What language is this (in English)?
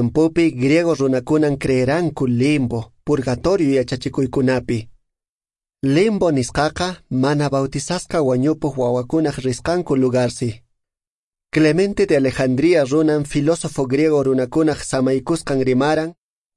Quechua